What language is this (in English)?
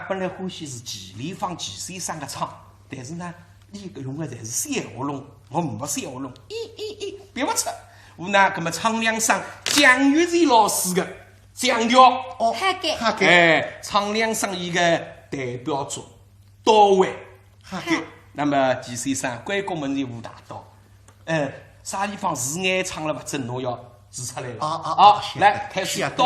Wu Chinese